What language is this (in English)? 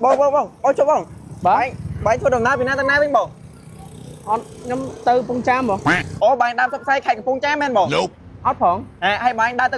Khmer